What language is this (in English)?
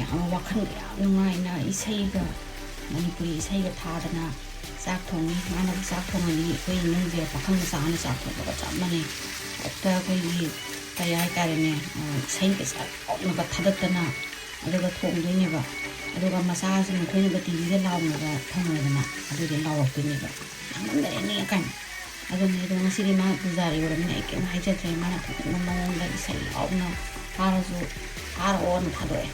Manipuri